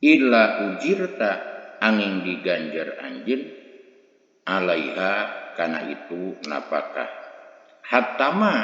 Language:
Sundanese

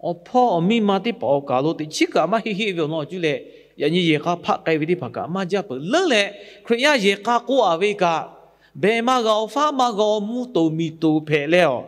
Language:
Lahu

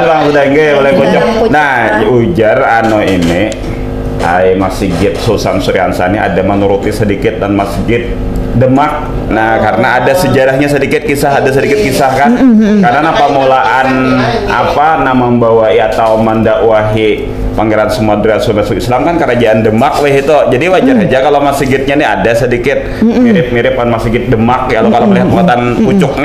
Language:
Banjar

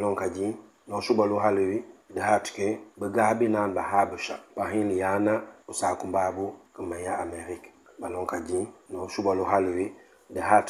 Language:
Mankanya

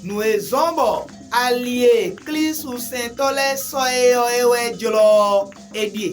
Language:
Fon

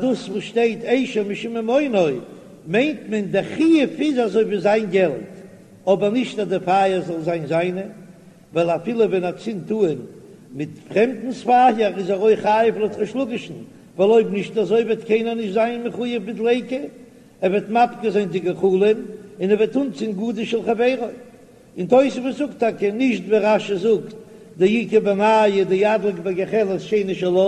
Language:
Yiddish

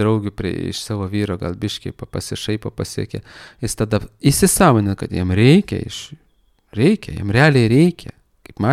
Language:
Lithuanian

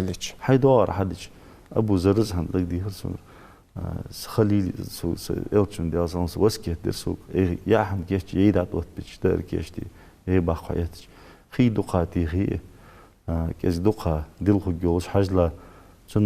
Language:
Ingush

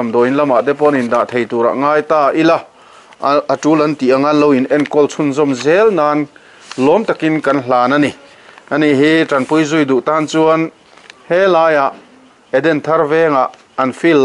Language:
Mizo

